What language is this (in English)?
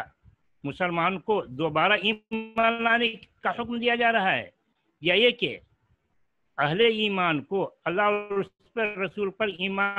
Urdu